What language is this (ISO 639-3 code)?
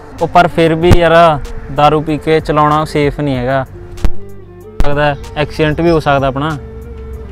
pan